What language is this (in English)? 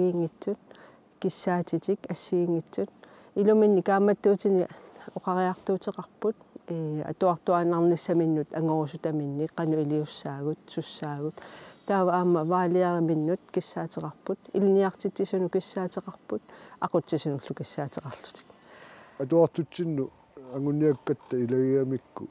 Kalaallisut